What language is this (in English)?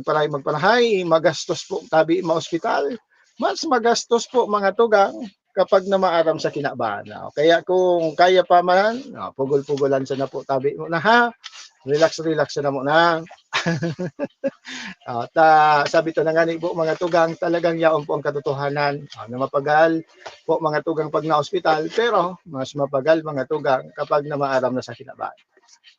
Bikol